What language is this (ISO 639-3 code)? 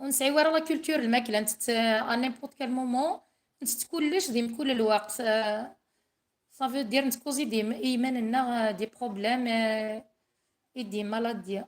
kab